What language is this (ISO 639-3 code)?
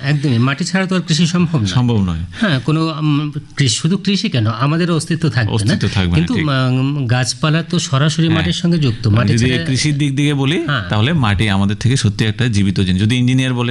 ben